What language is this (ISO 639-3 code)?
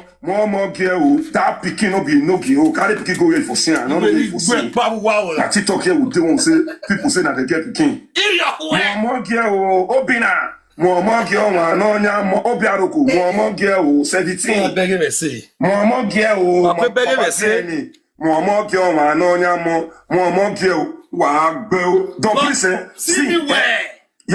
pcm